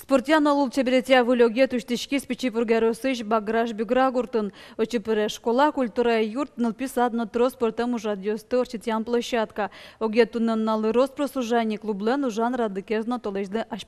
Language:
Udmurt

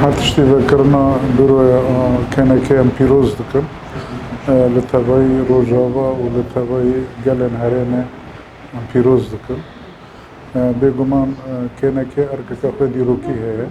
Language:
Kurdish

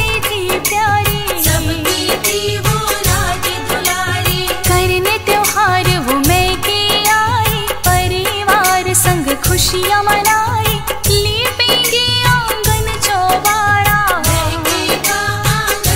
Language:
Hindi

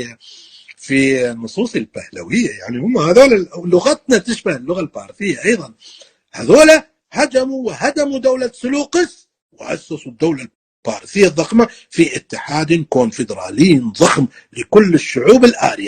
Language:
North Levantine Arabic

